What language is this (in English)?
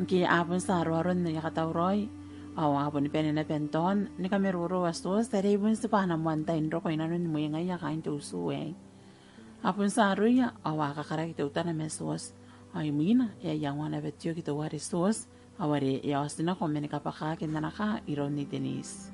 Gilbertese